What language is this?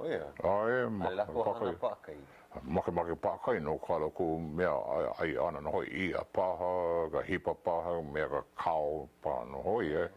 Hawaiian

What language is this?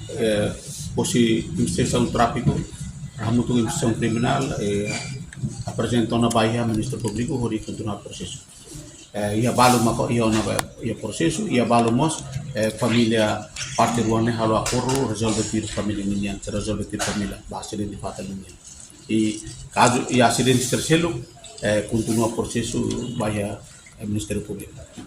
Tetum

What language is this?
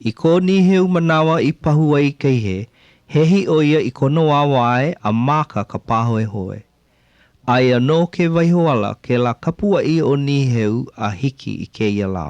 Hawaiian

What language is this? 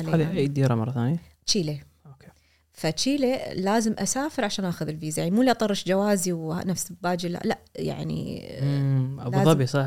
Gulf Arabic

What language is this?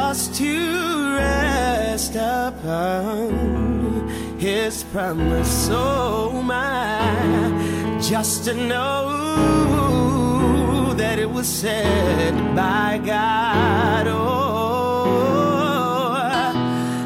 Estonian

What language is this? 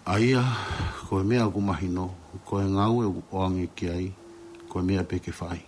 Tongan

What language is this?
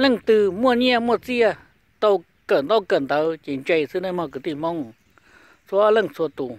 Hmong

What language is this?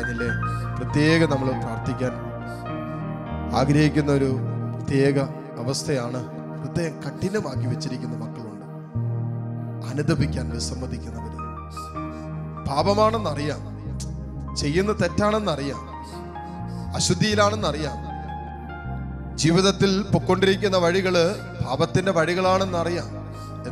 Malayalam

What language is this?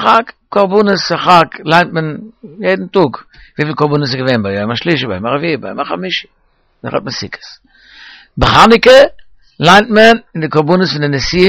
Yiddish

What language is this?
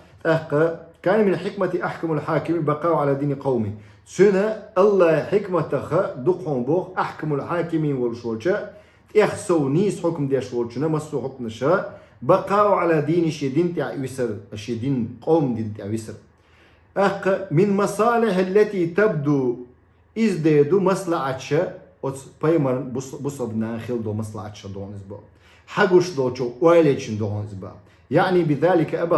Chechen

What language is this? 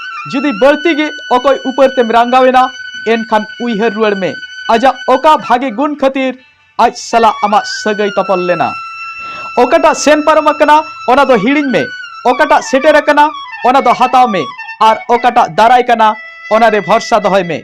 Santali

